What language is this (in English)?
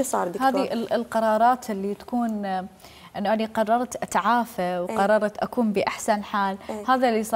Mesopotamian Arabic